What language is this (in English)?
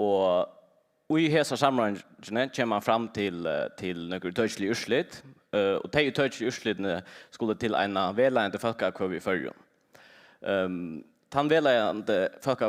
Faroese